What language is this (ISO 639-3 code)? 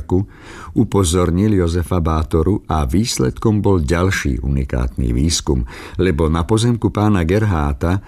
slk